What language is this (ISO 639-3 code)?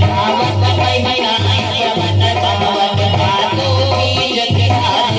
hne